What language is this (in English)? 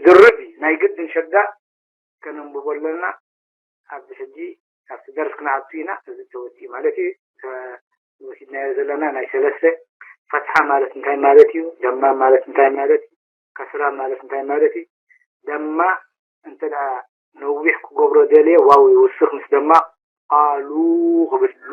Tigrinya